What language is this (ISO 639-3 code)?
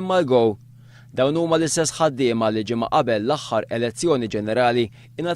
mlt